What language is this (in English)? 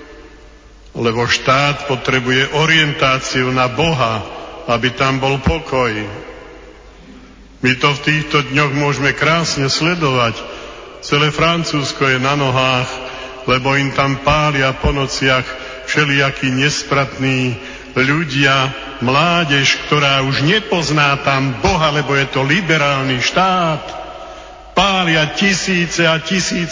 Slovak